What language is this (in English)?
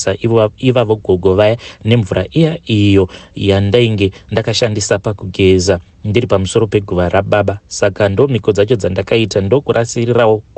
Shona